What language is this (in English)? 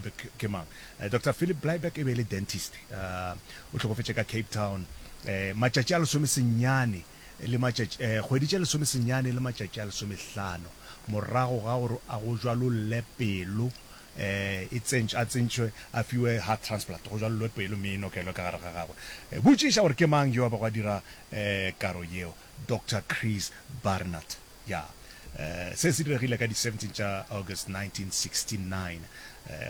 Northern Sotho